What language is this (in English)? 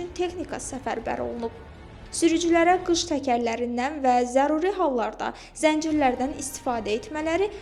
Azerbaijani